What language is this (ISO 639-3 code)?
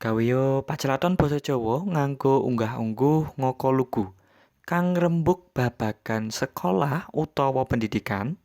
jav